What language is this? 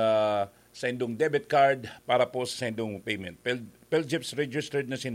Bikol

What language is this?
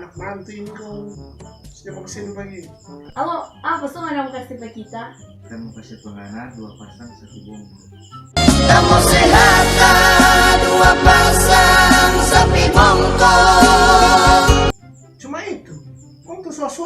Manado Malay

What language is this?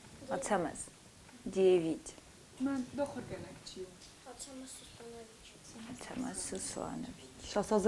Ossetic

